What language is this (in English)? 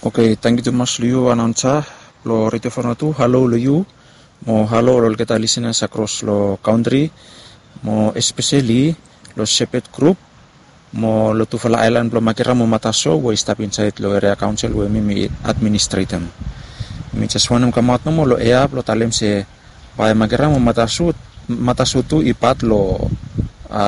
Bislama